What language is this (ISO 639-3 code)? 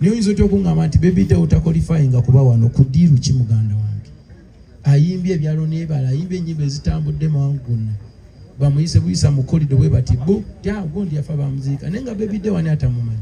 lug